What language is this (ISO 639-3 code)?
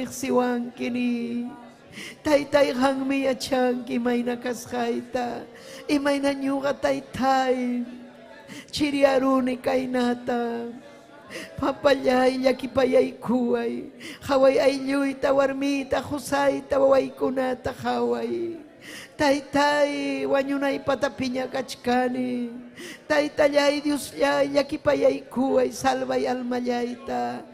quy